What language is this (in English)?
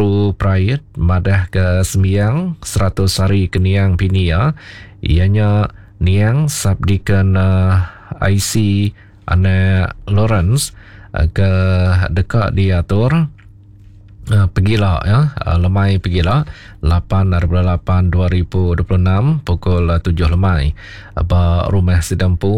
Iban